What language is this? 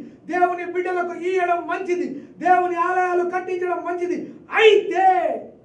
Telugu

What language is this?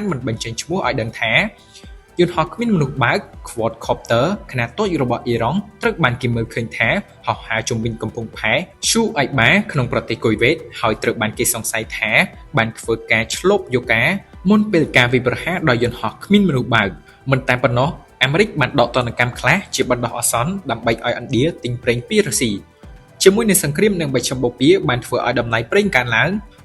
Khmer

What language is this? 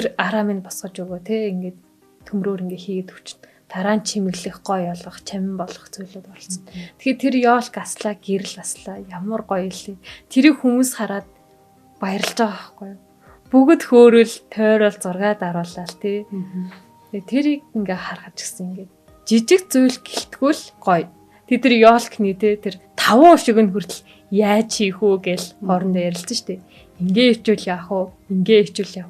Mongolian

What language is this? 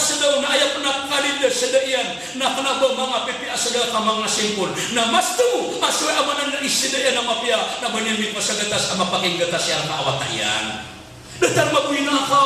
Maranao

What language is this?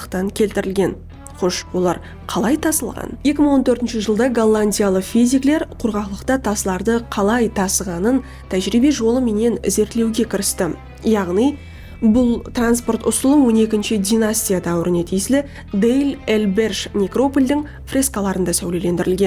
Kara-Kalpak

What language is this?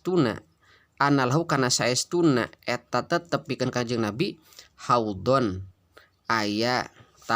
Sundanese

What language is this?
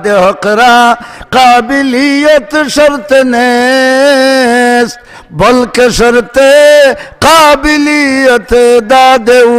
Sylheti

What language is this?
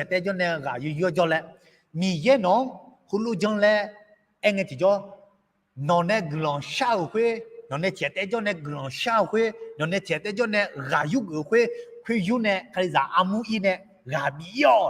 Akha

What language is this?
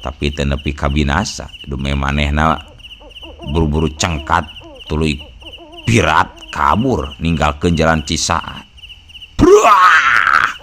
Sundanese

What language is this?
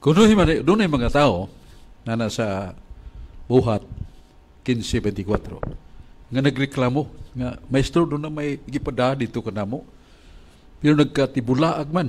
Cebuano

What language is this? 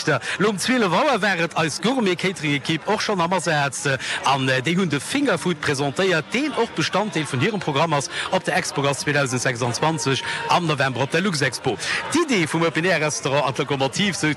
Luxembourgish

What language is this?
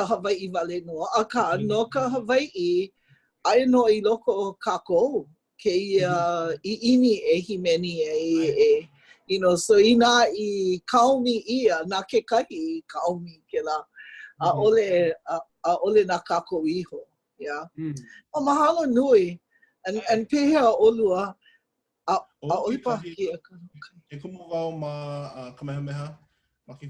Hawaiian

